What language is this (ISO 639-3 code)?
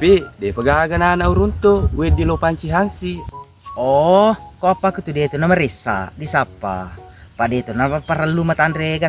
bug